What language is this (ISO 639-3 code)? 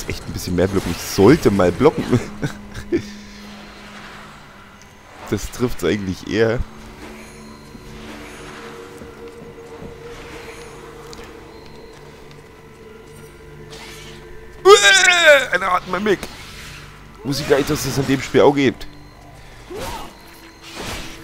deu